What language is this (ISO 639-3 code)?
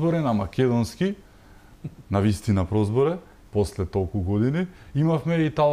mkd